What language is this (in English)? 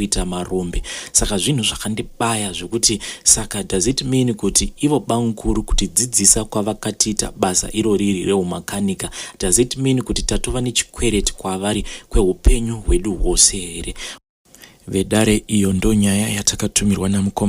Shona